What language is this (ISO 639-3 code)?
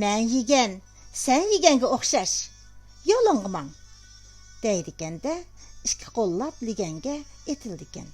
uig